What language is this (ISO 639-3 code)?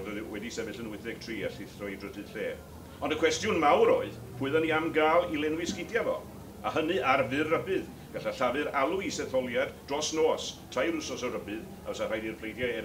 cym